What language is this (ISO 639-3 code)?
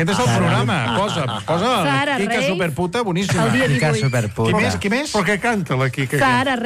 cat